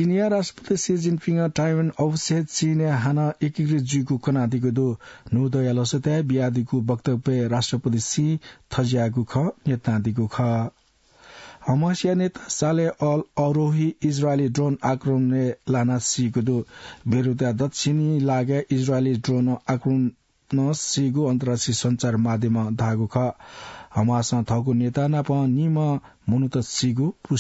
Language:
Newari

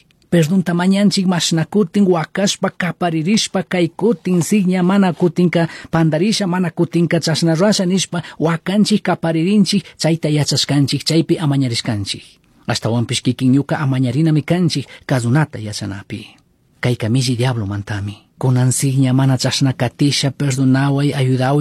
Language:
Chimborazo Highland Quichua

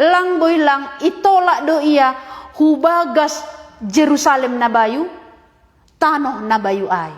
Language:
Batak Simalungun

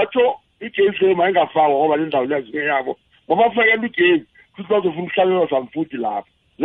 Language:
South Ndebele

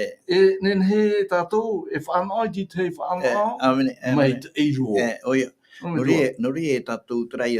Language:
Tahitian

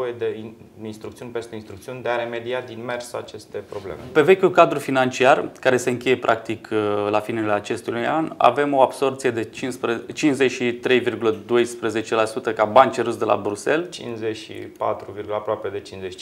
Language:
Romanian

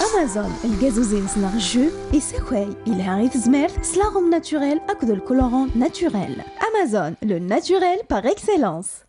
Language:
Kabyle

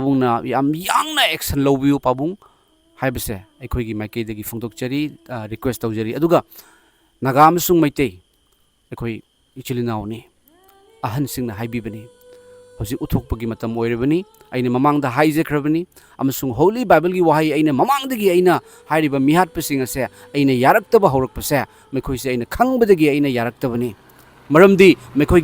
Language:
Manipuri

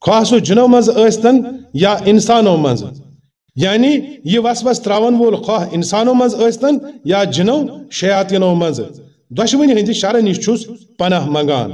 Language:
Kashmiri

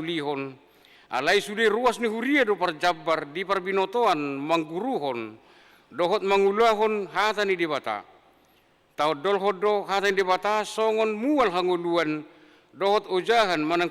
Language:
Batak Toba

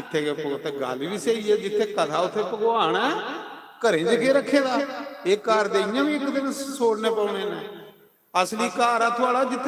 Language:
Dogri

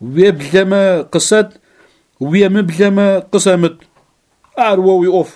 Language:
Adyghe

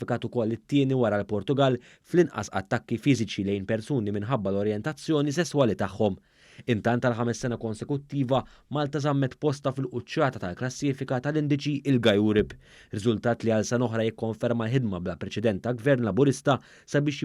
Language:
Maltese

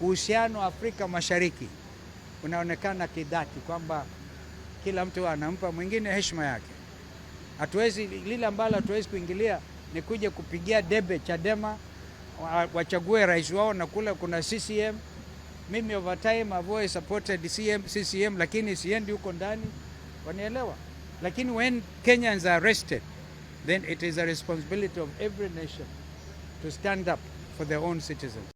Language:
Swahili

